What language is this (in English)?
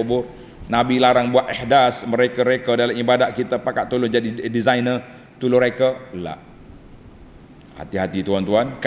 Malay